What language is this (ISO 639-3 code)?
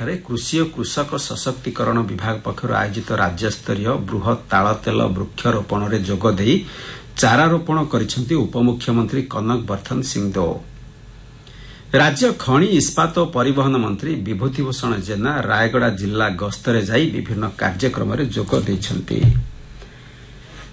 ori